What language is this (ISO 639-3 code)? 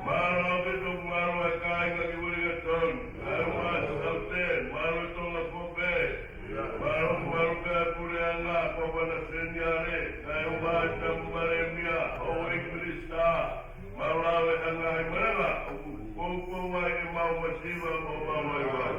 ton